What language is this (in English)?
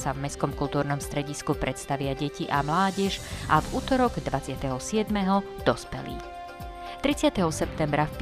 Slovak